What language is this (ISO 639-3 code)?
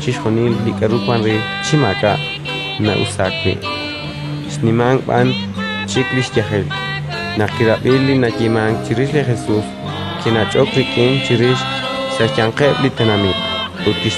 kek